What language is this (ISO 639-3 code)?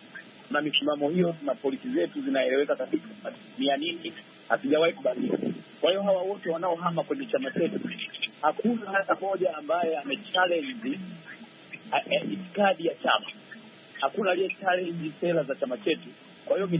swa